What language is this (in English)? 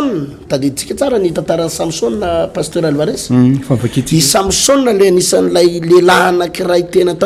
Malagasy